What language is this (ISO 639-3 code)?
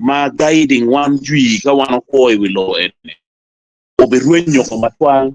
ach